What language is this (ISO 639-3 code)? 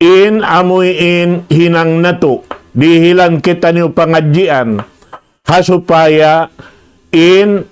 tsg